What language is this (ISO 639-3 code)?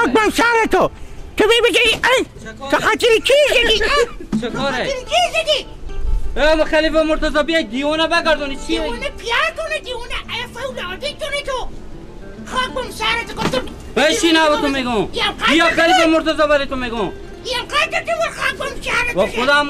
fas